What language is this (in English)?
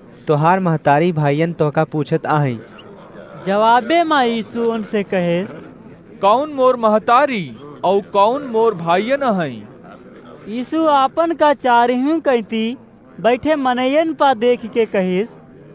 Awadhi